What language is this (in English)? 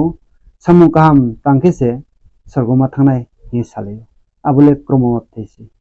Riang (India)